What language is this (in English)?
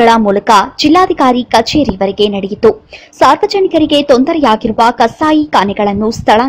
Kannada